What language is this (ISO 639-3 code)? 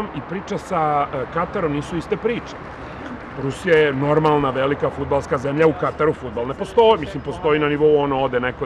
srp